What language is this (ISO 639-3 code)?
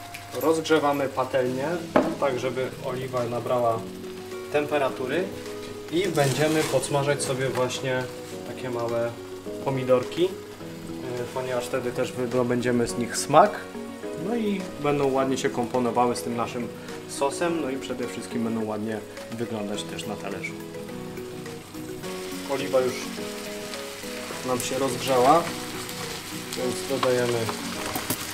pol